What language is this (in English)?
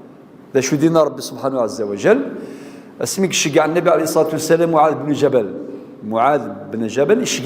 Kabyle